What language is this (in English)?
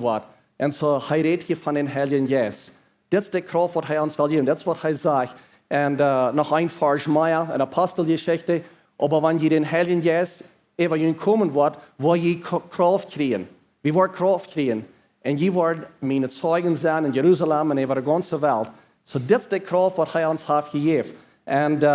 Plautdietsch